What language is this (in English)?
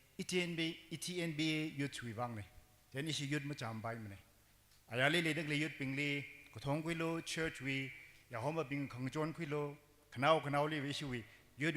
Tangkhul Naga (India)